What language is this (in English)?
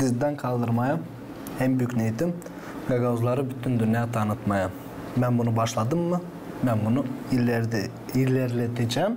Gagauz